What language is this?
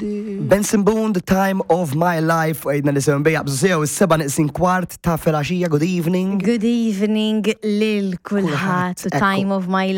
Maltese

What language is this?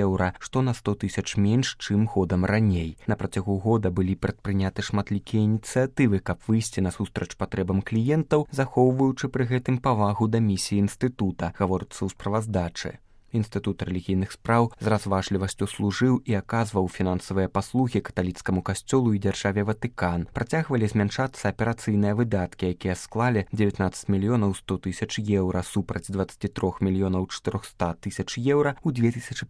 Belarusian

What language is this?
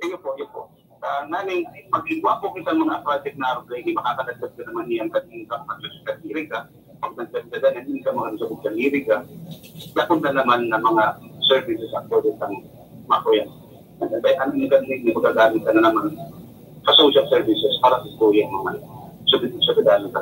Bikol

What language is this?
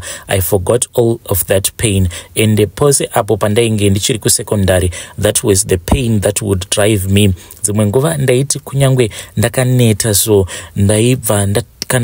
Shona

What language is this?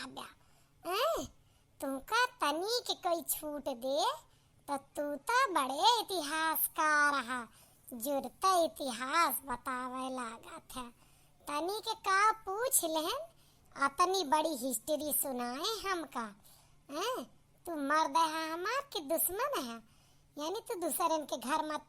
Awadhi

